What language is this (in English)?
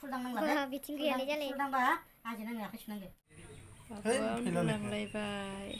Bodo